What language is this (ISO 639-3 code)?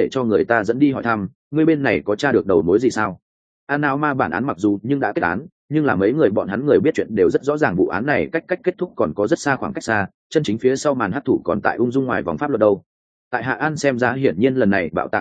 vie